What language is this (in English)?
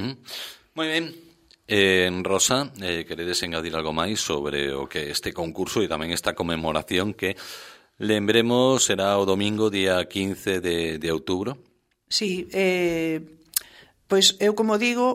Galician